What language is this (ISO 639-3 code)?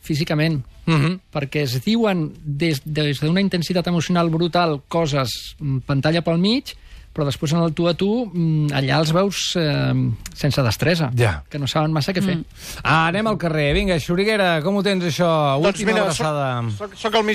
cat